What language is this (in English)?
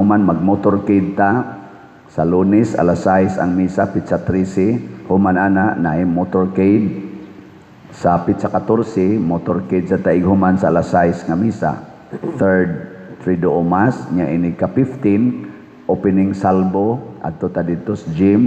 Cebuano